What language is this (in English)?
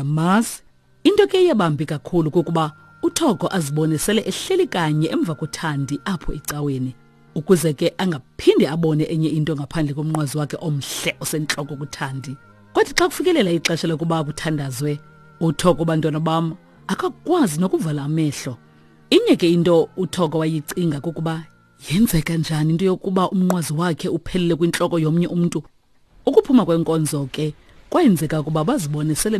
Xhosa